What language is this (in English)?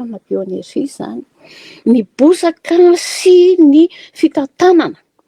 Malagasy